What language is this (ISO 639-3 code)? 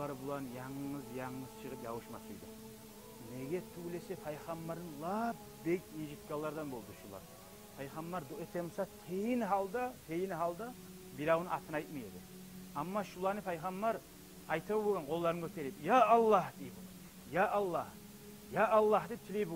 kum